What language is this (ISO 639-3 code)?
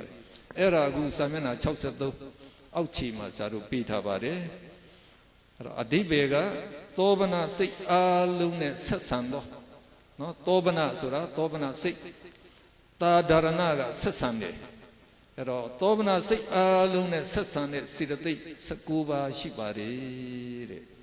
mya